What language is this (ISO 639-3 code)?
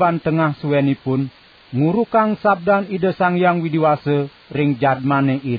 ban